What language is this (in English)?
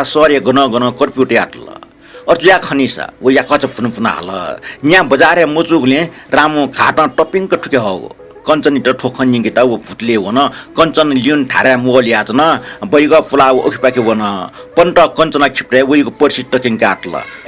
Newari